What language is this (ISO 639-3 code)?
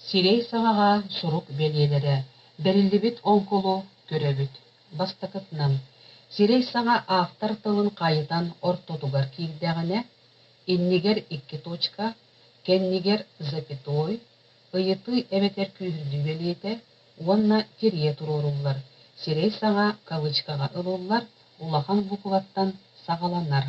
sah